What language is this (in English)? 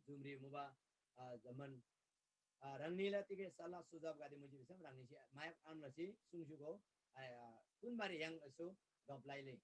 Eastern Tamang